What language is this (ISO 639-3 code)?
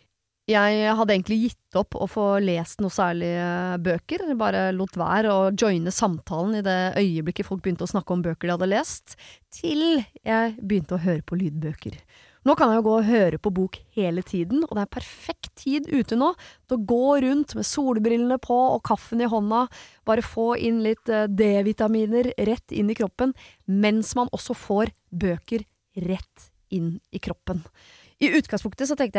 nor